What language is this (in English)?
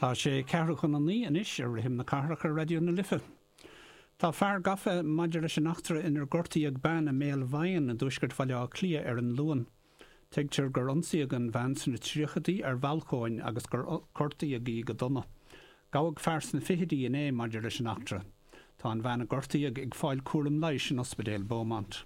Irish